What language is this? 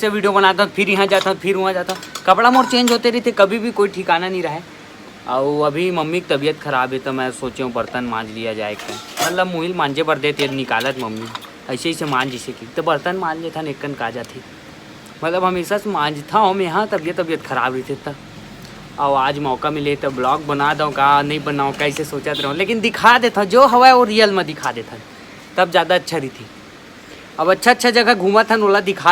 Chhattisgarhi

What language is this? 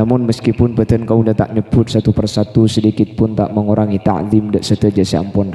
Madurese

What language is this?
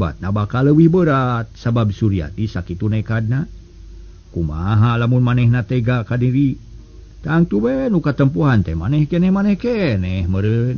Sundanese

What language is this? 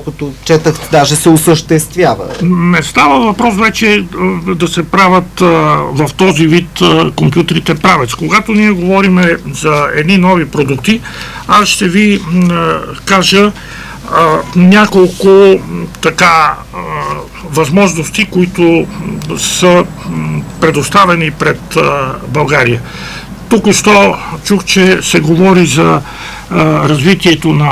Bulgarian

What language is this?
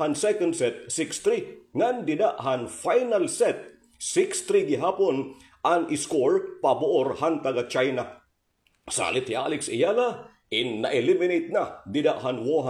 Waray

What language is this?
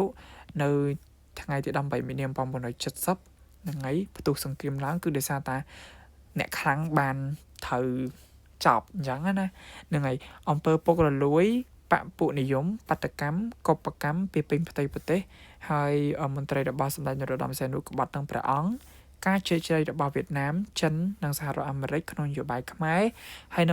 Khmer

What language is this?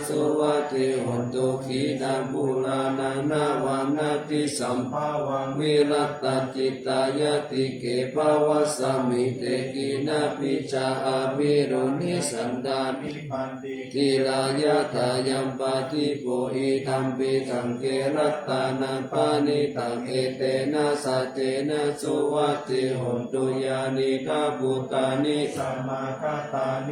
Pali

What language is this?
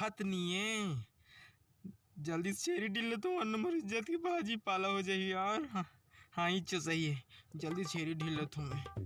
Chhattisgarhi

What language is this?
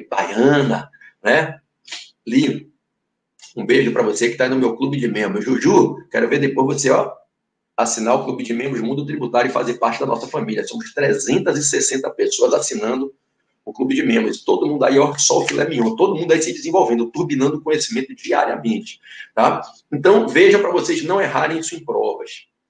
Portuguese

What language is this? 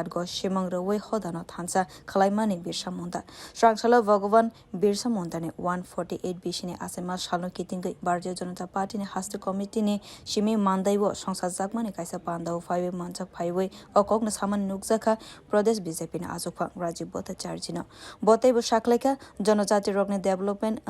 Kok Borok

